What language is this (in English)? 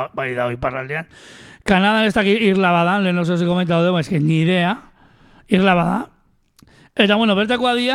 Basque